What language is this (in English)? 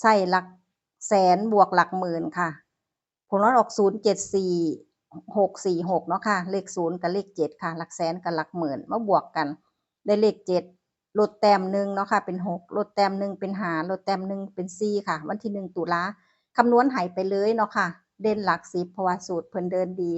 Northeastern Thai